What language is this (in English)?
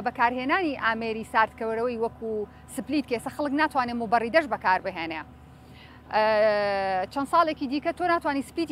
Central Kurdish